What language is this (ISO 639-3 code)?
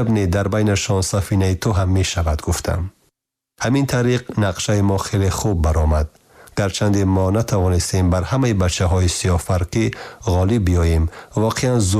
tgk